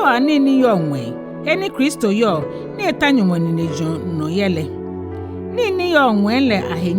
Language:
Ga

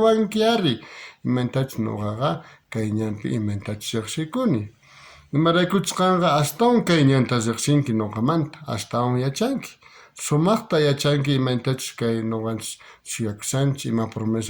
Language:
South Bolivian Quechua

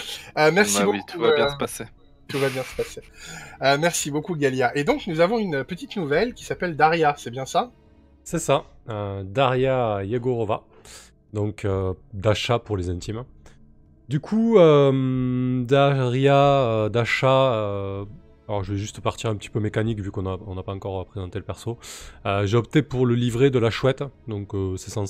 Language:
French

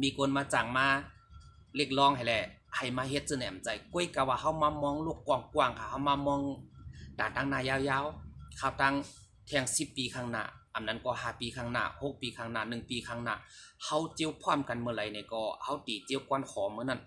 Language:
Shan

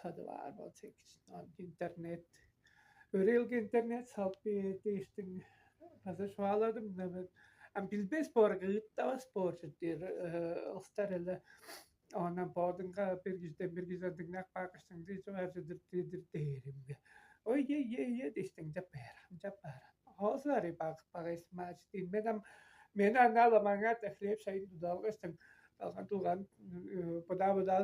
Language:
Tuvinian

